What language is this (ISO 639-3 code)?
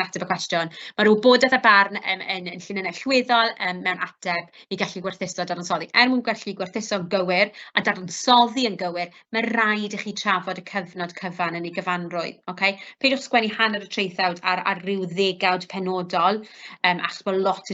cym